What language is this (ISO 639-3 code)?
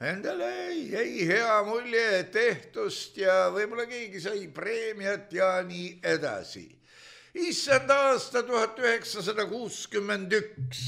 est